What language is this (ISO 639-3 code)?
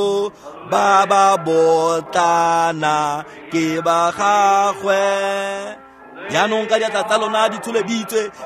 tsn